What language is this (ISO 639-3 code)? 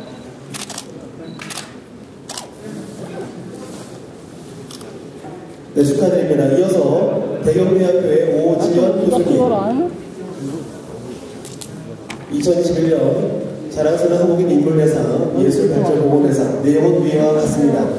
kor